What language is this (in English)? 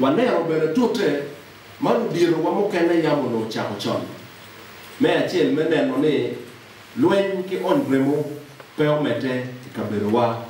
Acoli